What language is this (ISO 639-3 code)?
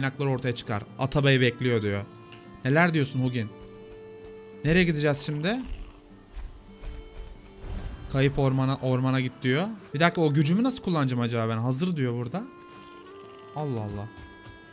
tur